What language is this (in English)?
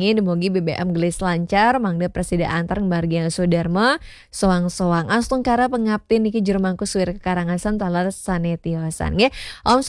Balinese